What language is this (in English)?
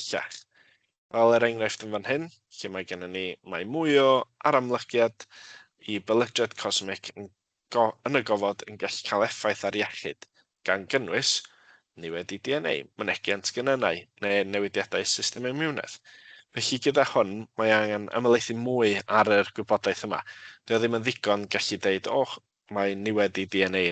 Welsh